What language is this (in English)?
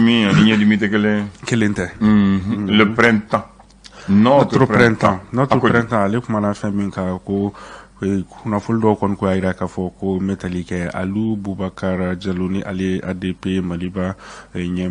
Bambara